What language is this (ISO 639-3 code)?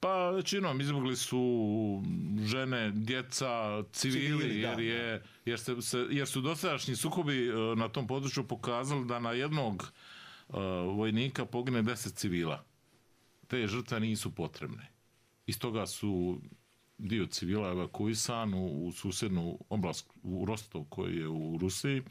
bos